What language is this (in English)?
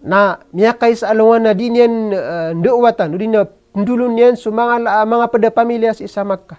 Maranao